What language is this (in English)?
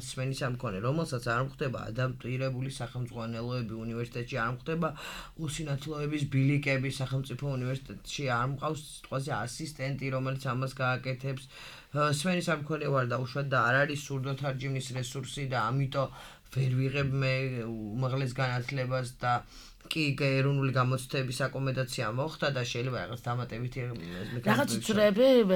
Georgian